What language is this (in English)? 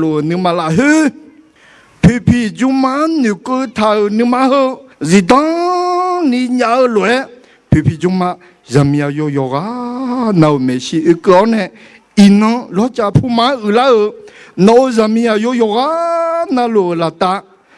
Akha